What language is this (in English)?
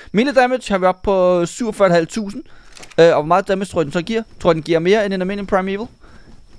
Danish